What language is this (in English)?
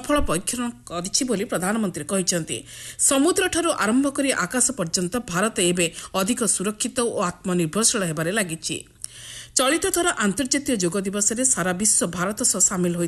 Odia